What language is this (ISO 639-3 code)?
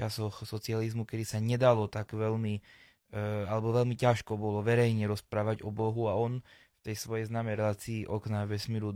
slk